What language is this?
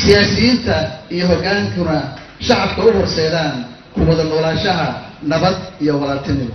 Somali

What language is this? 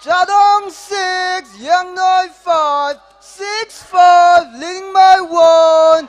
Tangkhul Naga (India)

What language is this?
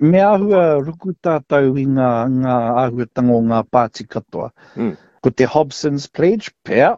Māori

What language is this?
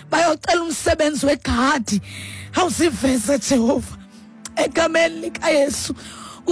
Xhosa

